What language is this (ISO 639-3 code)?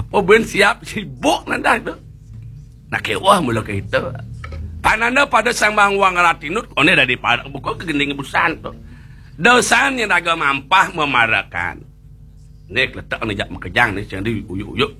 ban